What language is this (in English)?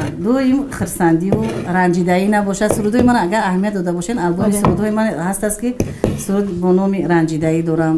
Tajik